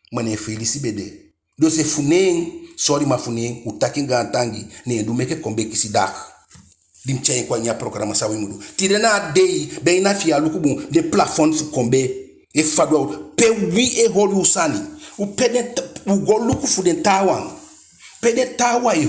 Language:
Eastern Maroon Creole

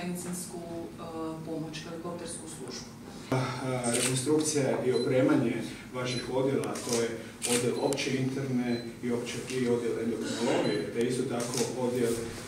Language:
Croatian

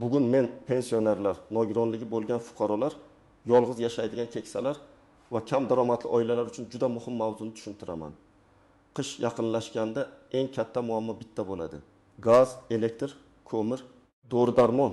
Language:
Uzbek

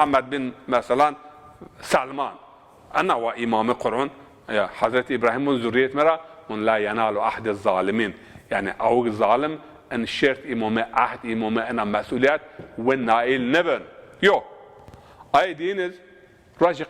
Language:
Zaza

